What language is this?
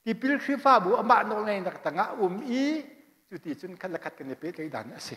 Hakha Chin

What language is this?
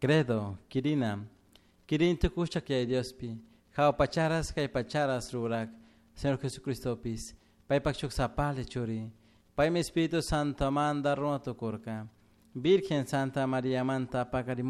Chimborazo Highland Quichua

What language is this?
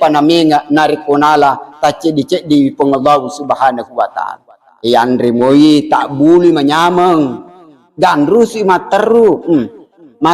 Buginese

